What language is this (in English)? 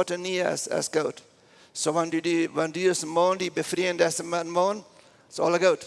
Plautdietsch